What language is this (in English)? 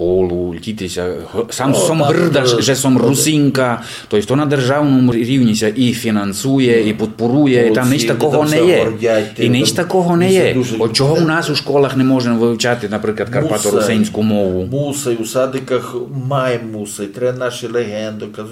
Rusyn